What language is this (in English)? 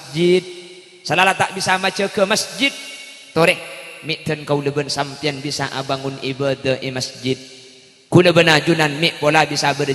Madurese